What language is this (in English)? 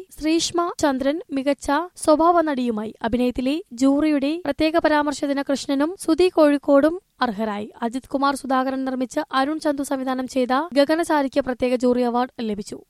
Malayalam